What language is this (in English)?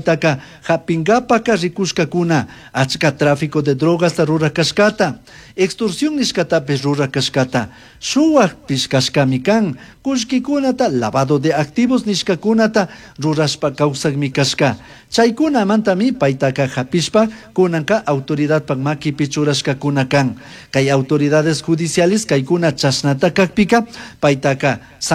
Chimborazo Highland Quichua